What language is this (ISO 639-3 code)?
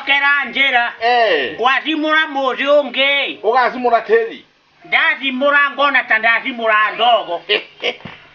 kik